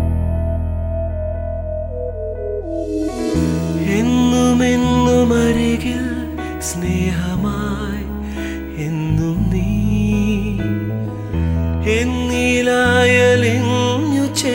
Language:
Malayalam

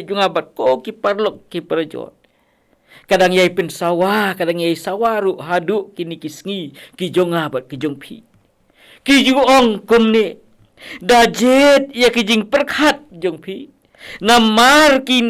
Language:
Khasi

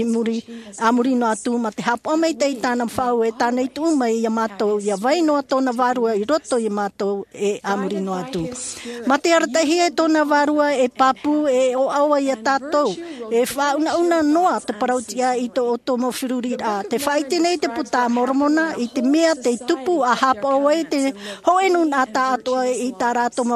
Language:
Tahitian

